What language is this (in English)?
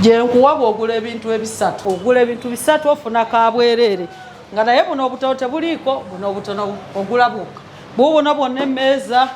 Ganda